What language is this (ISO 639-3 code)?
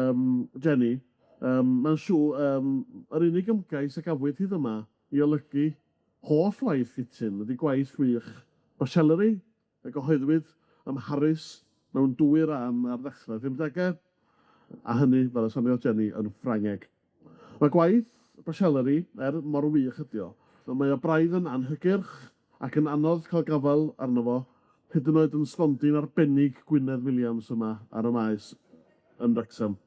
cym